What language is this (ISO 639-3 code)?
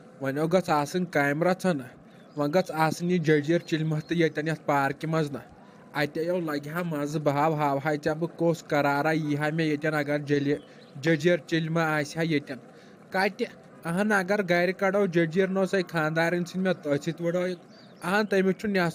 kas